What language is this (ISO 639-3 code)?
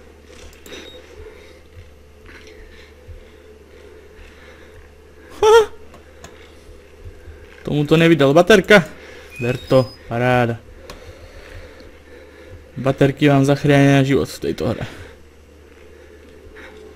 slk